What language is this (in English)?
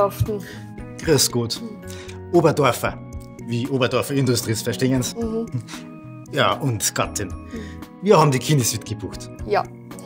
Bavarian